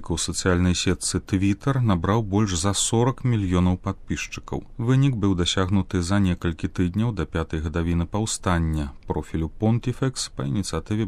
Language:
Belarusian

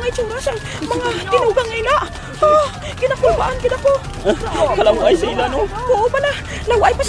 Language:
Hiligaynon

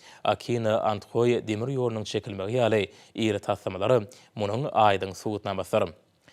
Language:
Turkmen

